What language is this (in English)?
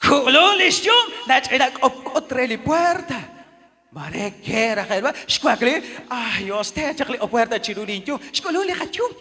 Kekchí